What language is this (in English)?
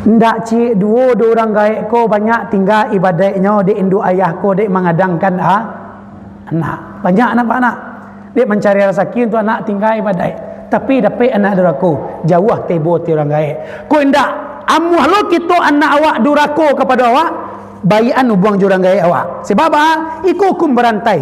Minangkabau